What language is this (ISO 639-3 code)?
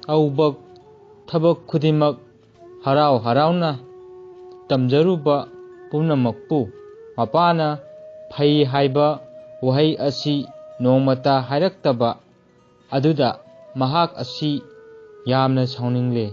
mni